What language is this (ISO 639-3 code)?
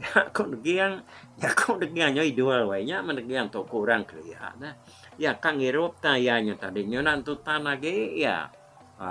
iba